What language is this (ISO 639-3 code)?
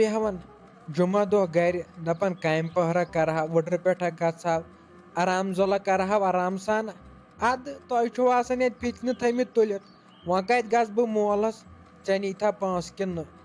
kas